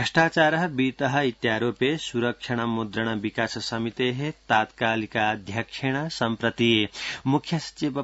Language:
Sanskrit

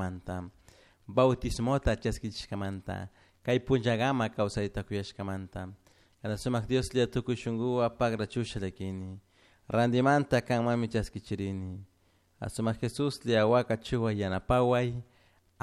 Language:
Chimborazo Highland Quichua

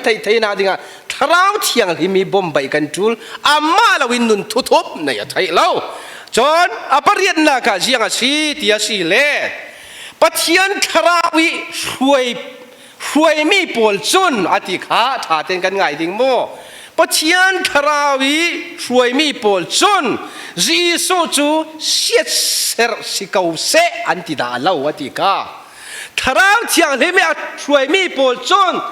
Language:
Falam Chin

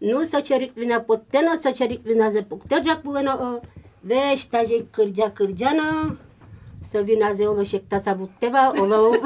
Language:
Udmurt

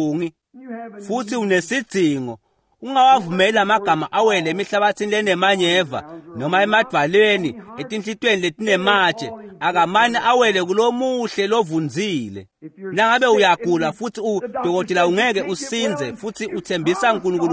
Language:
Swati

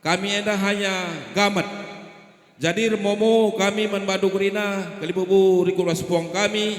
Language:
Batak Karo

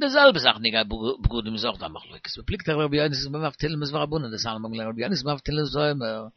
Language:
Yiddish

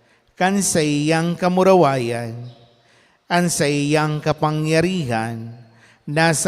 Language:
Bikol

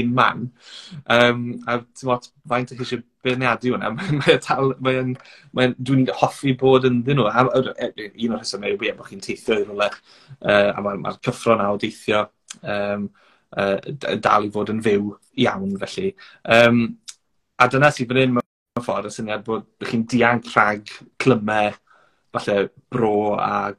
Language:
Welsh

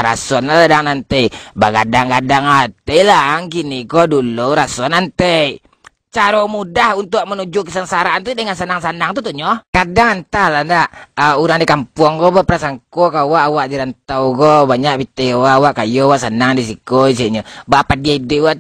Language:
Minangkabau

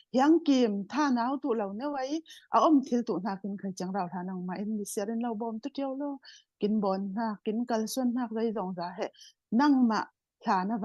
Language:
Falam Chin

